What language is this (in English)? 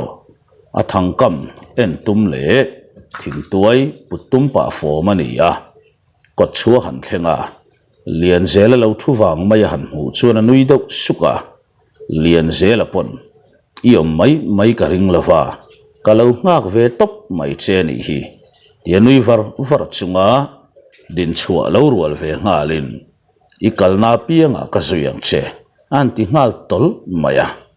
Mizo